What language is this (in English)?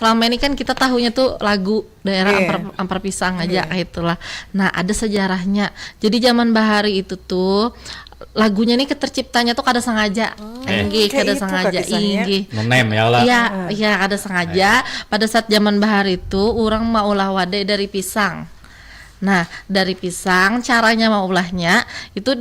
Banjar